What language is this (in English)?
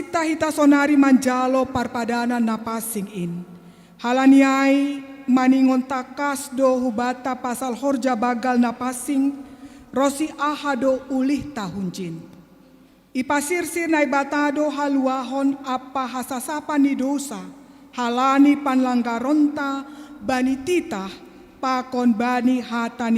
Batak Simalungun